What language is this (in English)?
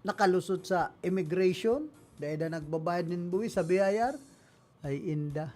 Bikol